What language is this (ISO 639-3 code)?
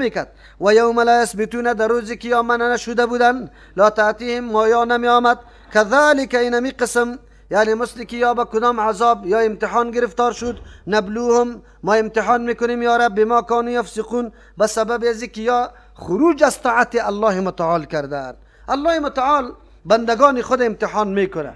fas